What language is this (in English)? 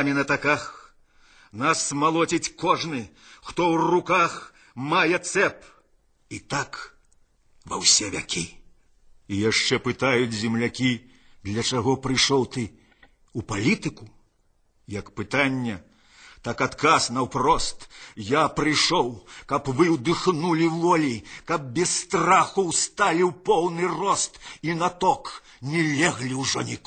Belarusian